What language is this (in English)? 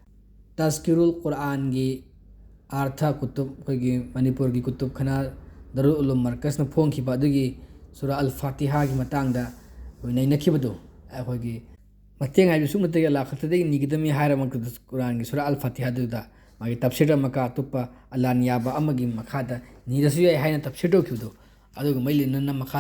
Manipuri